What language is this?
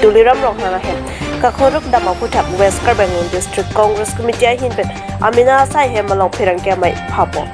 Karbi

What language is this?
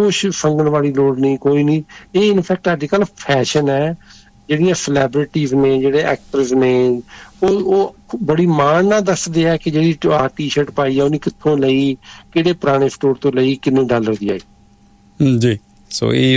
Punjabi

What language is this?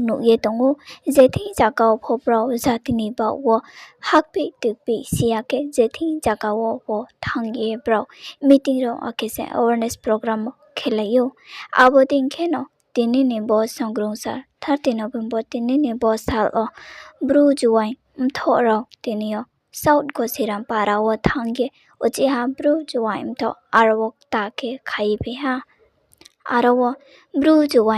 Riang (India)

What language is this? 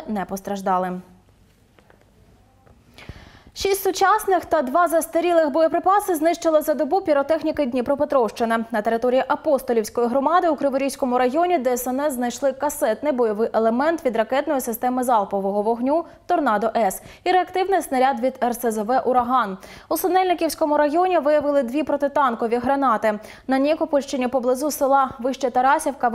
Ukrainian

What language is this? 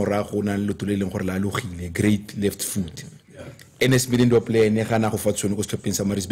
Tswana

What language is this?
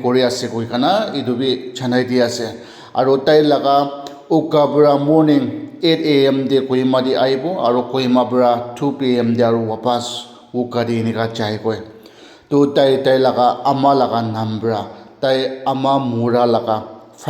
Naga Pidgin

